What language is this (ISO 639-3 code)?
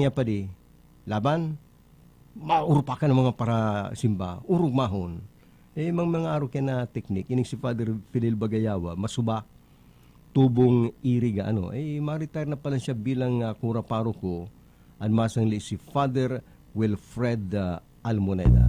bik